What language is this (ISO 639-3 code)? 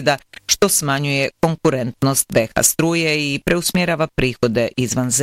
bos